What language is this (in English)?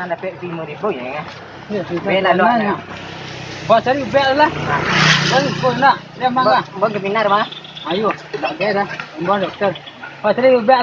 Minangkabau